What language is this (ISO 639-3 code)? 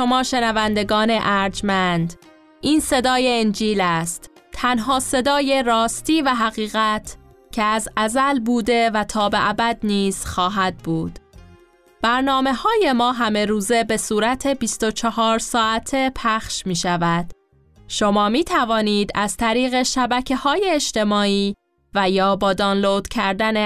fas